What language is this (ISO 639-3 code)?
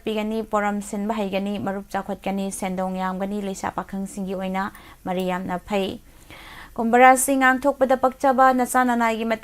mni